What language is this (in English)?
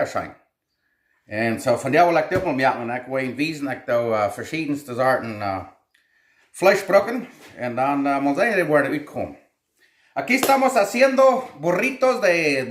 Plautdietsch